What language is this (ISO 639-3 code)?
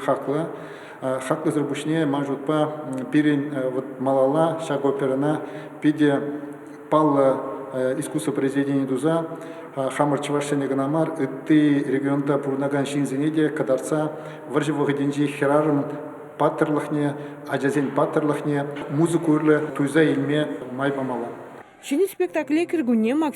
chv